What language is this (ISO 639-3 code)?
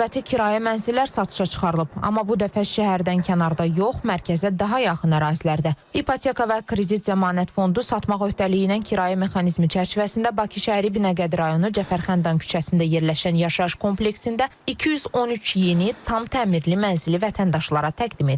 aze